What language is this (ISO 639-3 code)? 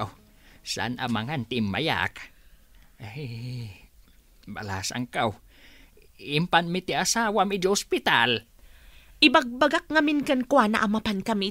ilo